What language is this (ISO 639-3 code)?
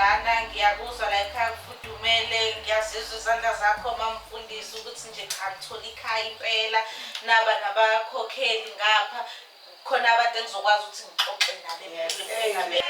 zul